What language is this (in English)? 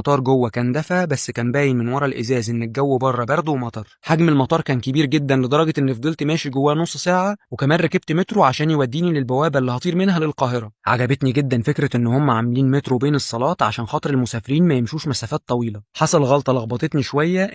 Egyptian Arabic